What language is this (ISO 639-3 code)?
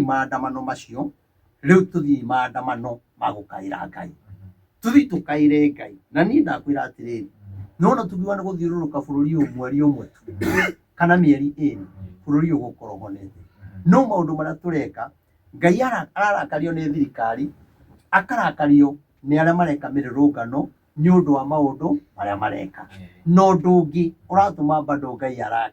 kik